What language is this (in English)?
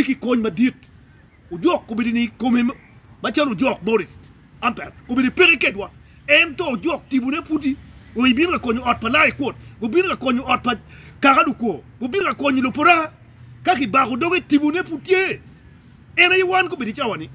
Acoli